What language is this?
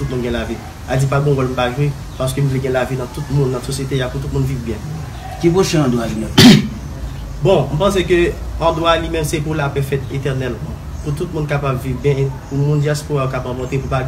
Haitian Creole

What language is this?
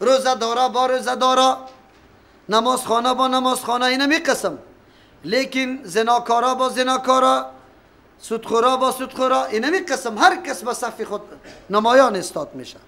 Persian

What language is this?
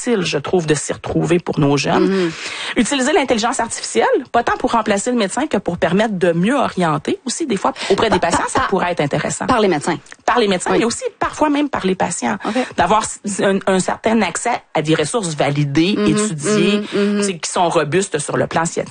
French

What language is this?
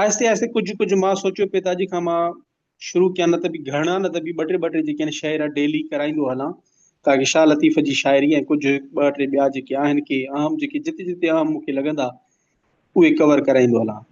Sindhi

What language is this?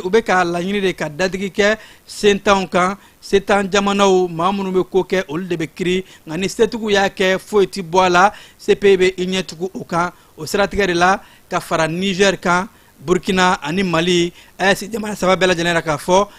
Bambara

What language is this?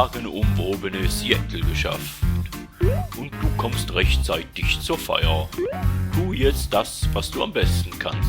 Swiss German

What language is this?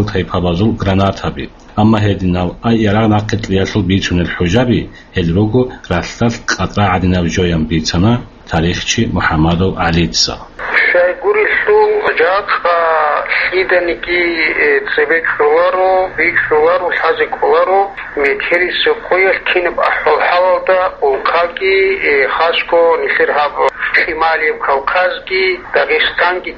Avaric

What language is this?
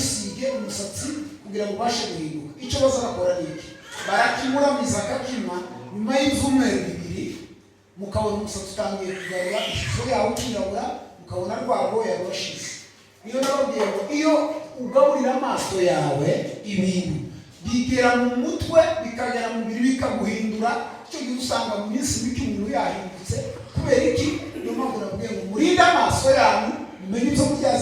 Kinyarwanda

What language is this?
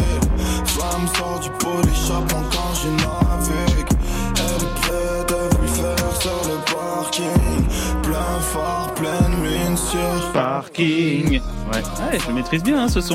French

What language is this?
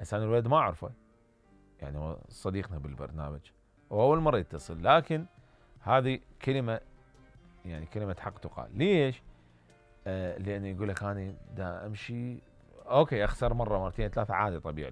Mesopotamian Arabic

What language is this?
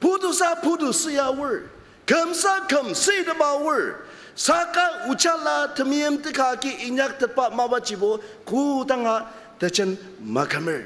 Ao Naga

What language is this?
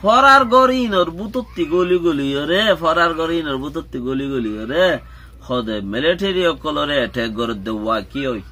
Rohingya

